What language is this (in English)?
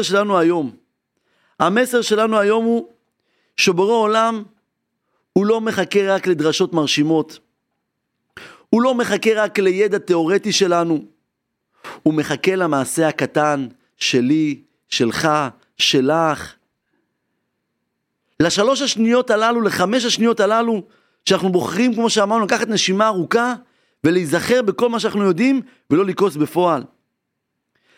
Hebrew